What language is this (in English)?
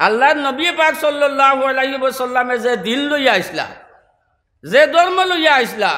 Sylheti